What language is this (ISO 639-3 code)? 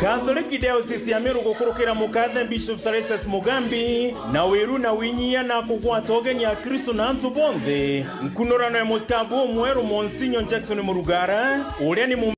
mer